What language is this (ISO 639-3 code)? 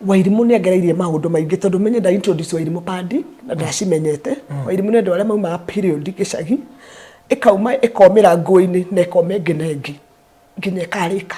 kik